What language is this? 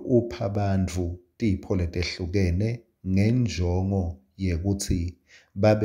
Swati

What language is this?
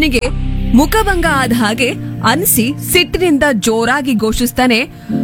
Kannada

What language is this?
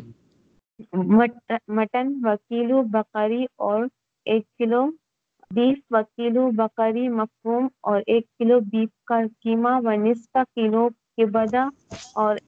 Urdu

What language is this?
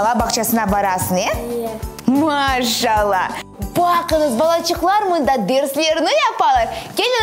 Crimean Tatar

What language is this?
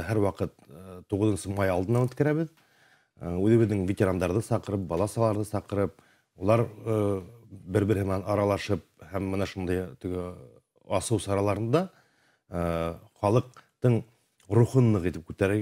Bashkir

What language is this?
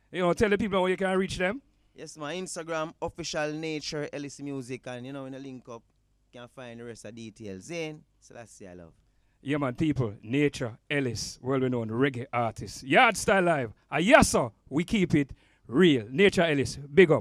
Jamaican Creole English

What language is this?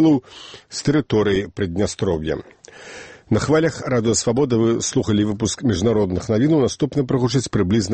Belarusian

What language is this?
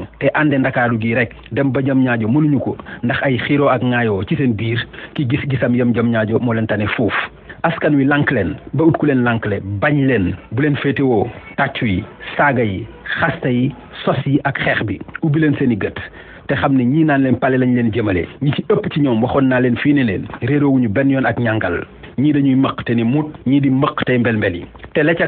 Wolof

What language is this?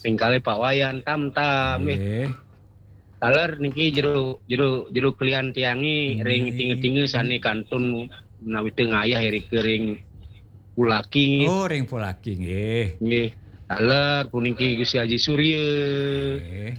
Balinese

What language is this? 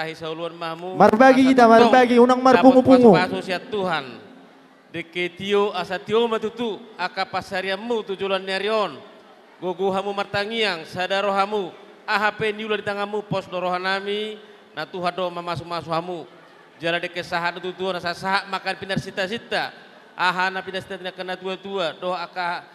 Batak Toba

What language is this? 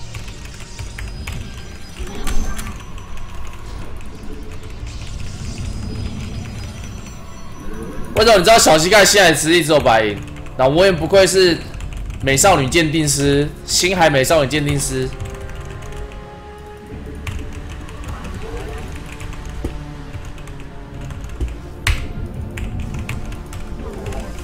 Chinese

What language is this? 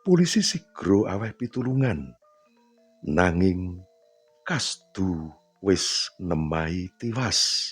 Javanese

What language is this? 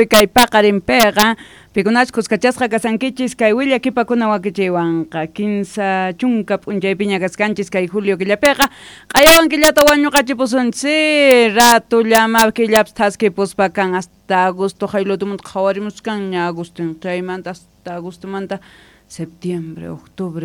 South Bolivian Quechua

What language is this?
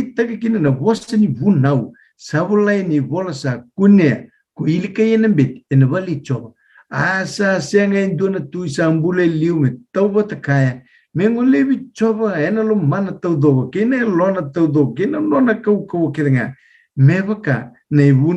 Fijian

